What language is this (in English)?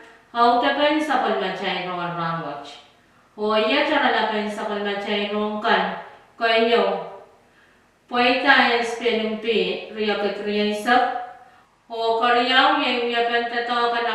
Pohnpeian